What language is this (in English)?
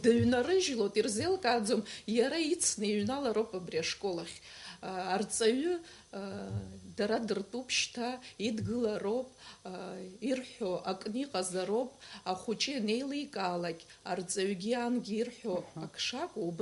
Abkhazian